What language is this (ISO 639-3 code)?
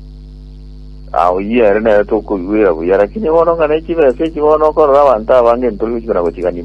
guz